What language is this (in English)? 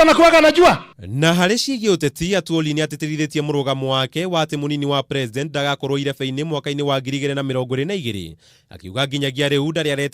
Kikuyu